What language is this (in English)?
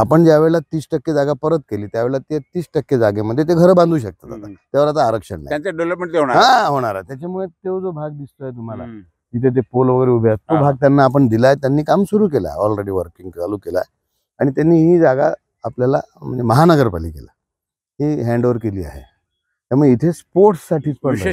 Marathi